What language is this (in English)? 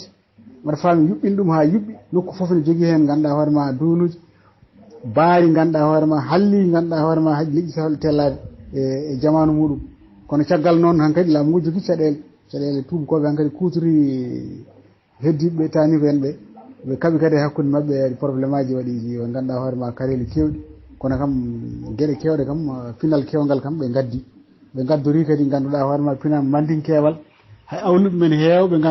Fula